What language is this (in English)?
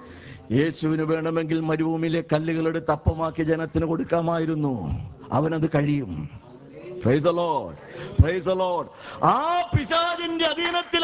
Malayalam